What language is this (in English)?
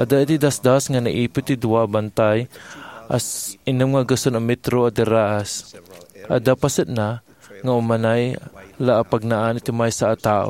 Iloko